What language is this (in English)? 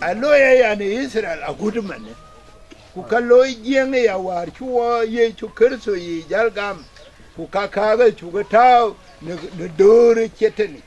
Dinka